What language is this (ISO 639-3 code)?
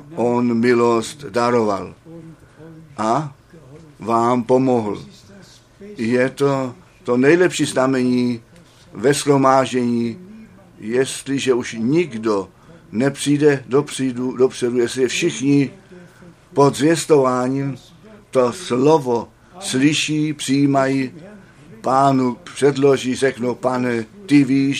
ces